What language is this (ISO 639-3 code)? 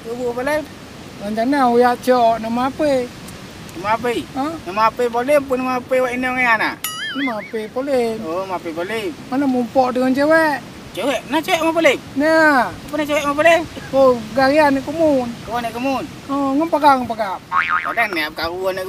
ace